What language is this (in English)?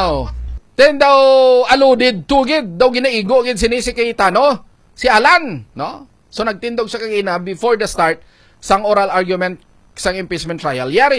Hiligaynon